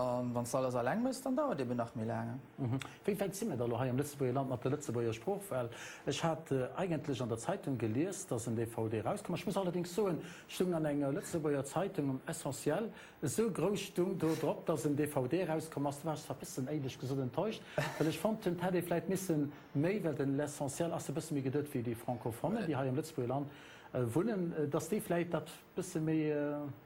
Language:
Luxembourgish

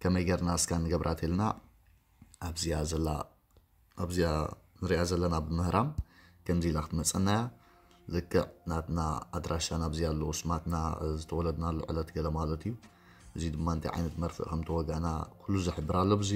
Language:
Tigrinya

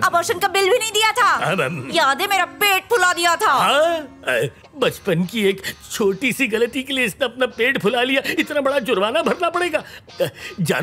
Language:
Hindi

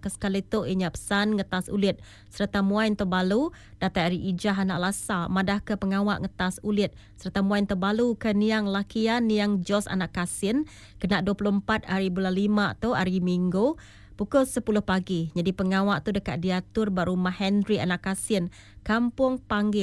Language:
Iban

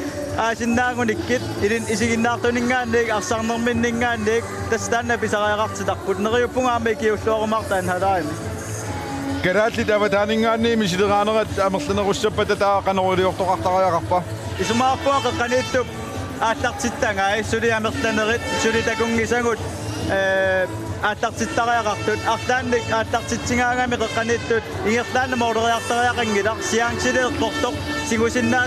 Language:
Kalaallisut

